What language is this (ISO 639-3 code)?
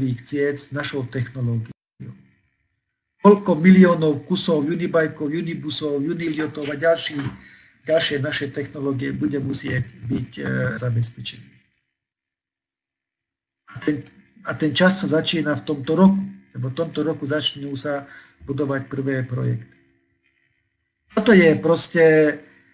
slk